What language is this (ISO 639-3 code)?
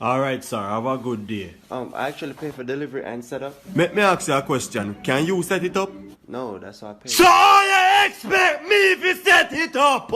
jam